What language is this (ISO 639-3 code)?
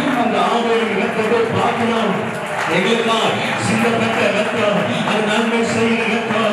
tam